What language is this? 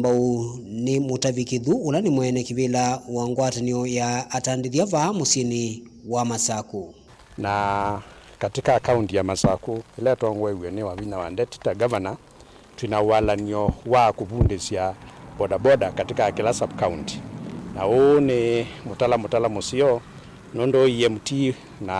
Kamba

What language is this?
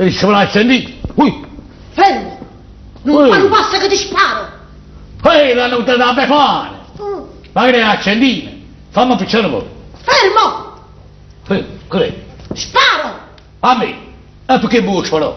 Neapolitan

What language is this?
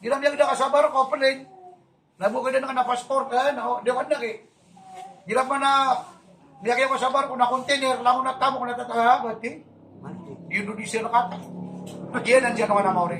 Maranao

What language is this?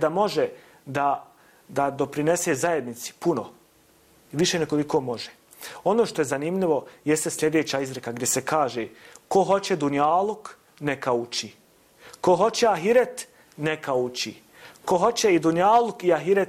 Bosnian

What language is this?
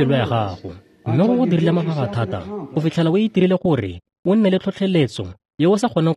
Tswana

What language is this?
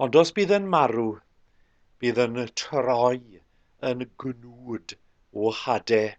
Welsh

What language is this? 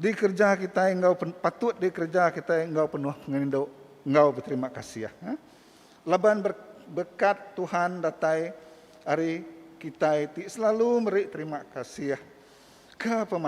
Iban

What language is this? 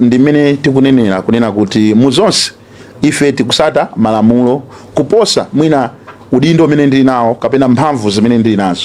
Nyanja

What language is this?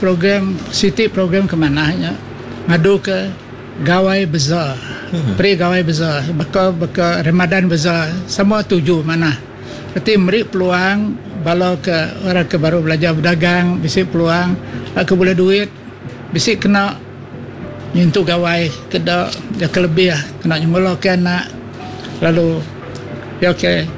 Iban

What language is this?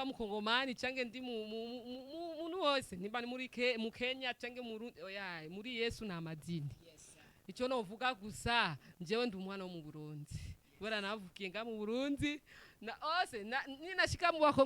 Rundi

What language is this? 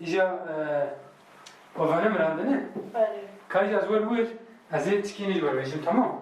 Kurdish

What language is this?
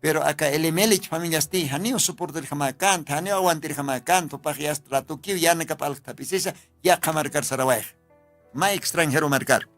Aymara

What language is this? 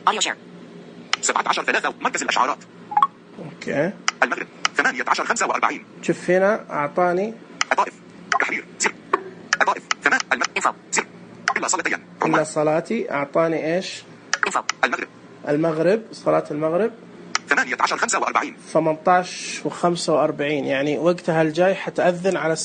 Najdi Arabic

